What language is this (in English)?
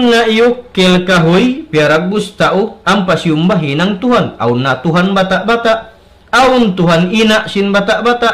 Tausug